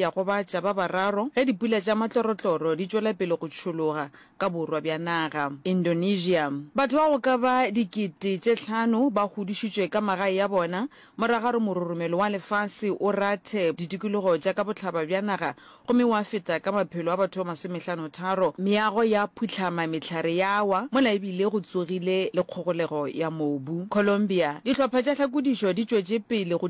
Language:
Northern Sotho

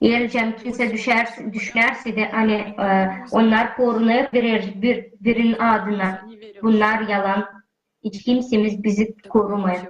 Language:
Gagauz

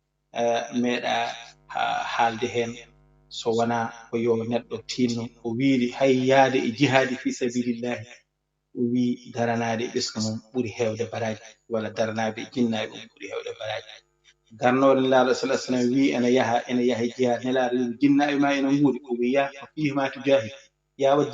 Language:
Fula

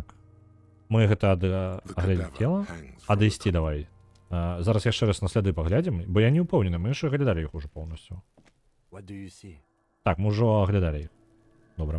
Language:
Belarusian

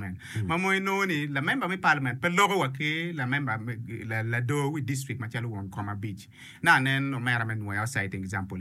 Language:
Acoli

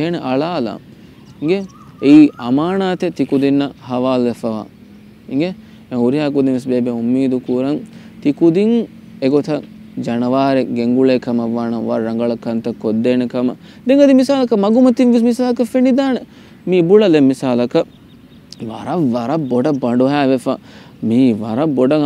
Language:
Divehi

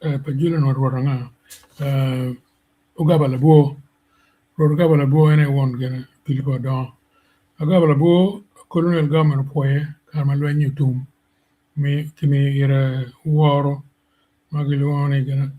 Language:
Acoli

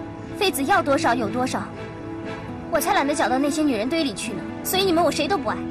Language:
Chinese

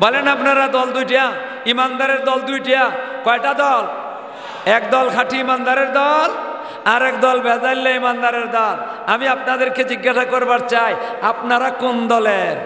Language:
Sylheti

